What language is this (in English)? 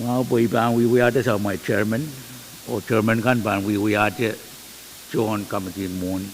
Pohnpeian